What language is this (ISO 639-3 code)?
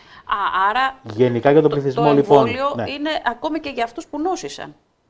ell